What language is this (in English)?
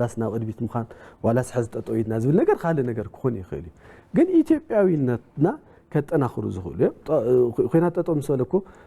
Tigrinya